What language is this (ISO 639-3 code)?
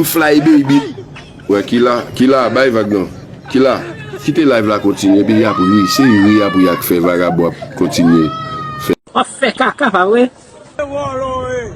hat